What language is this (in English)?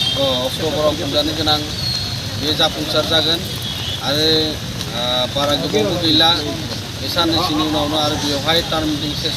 Bodo